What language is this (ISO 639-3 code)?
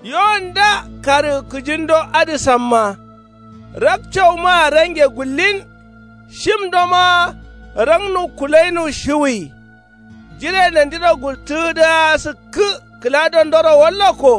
kau